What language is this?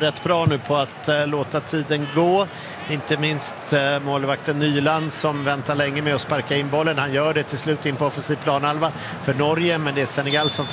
Swedish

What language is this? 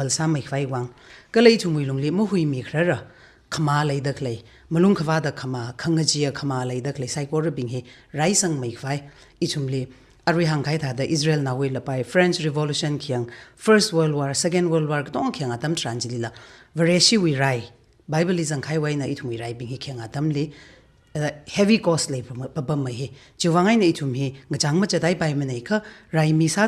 Tangkhul Naga (India)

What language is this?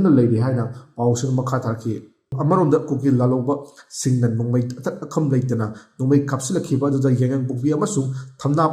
Manipuri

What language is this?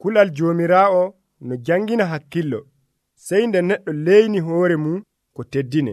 Nigerian Fulfulde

